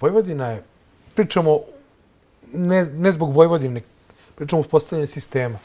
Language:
Serbian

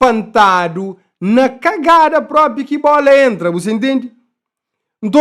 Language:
Kabuverdianu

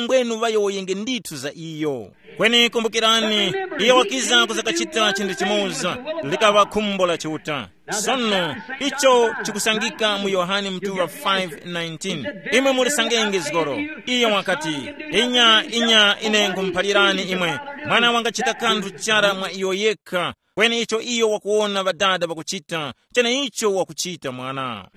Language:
Tumbuka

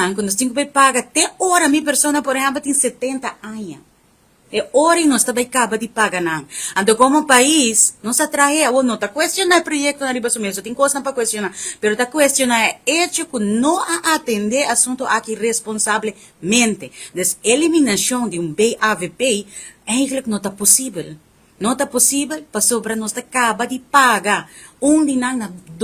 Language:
Papiamento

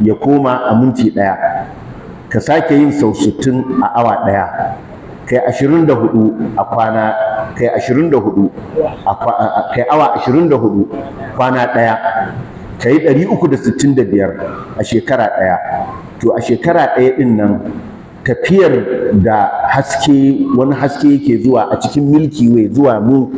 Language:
Hausa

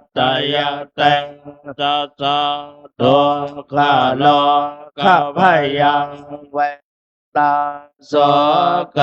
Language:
Pali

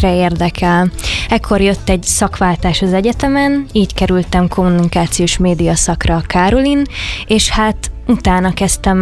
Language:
Hungarian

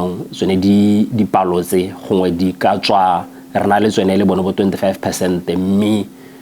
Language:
Tswana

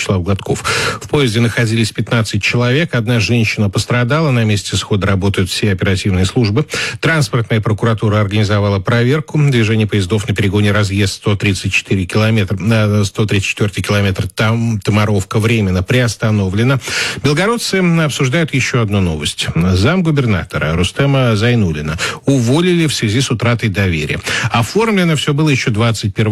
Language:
Russian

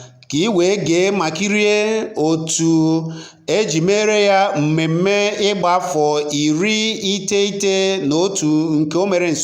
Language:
Igbo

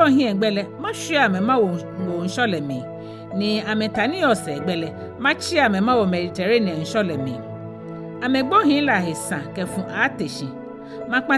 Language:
Ga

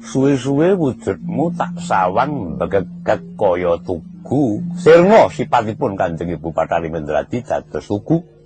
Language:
Javanese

